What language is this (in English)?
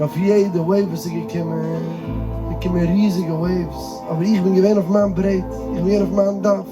Yiddish